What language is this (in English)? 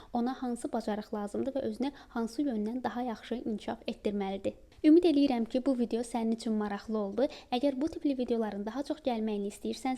Azerbaijani